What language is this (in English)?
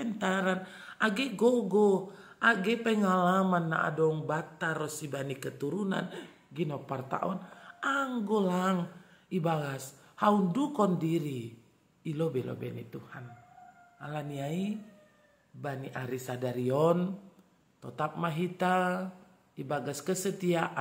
Batak Simalungun